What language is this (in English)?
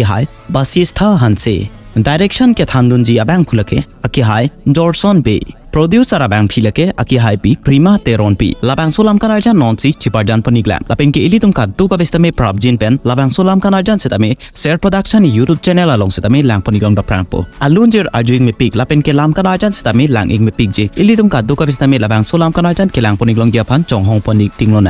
Karbi